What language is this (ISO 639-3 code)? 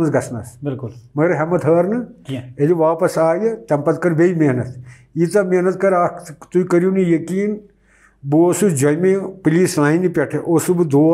kas